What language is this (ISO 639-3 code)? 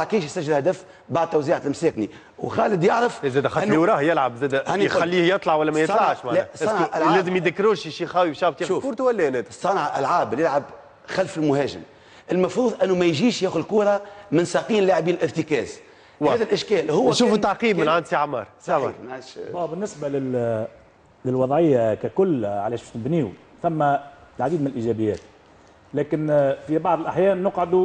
aeb